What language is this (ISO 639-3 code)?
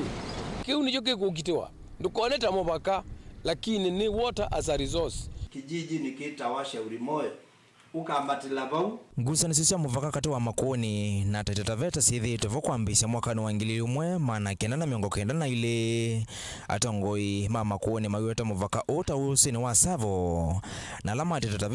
kam